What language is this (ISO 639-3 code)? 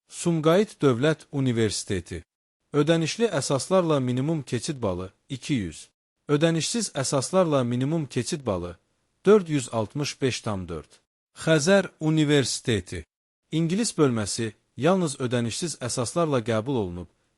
aze